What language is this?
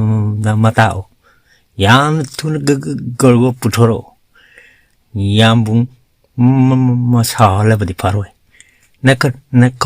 Manipuri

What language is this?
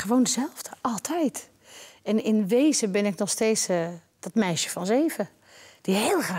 Dutch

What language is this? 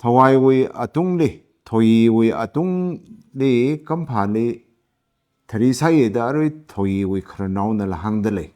Tangkhul Naga (India)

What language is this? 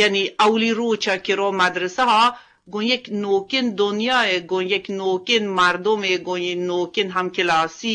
Eastern Balochi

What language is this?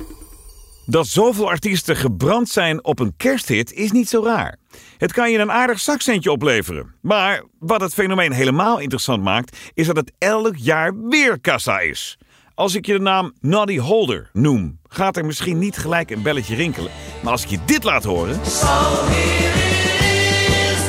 Dutch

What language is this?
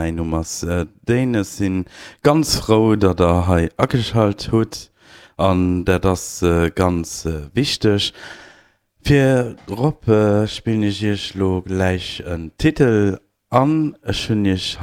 Luxembourgish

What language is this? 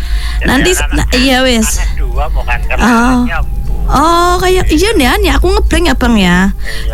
Indonesian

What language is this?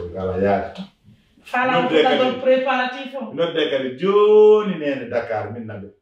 Pular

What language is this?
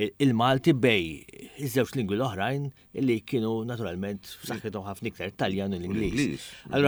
Maltese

